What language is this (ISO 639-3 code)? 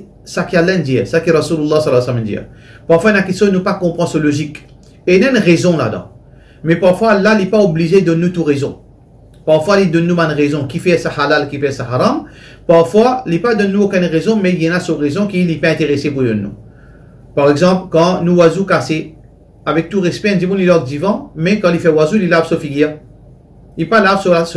mfe